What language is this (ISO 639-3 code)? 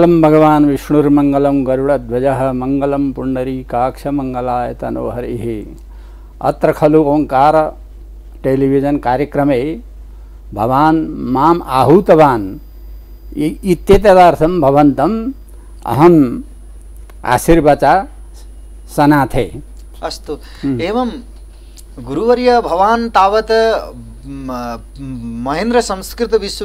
san